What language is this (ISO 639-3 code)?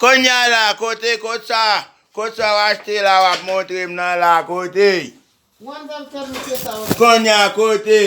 hat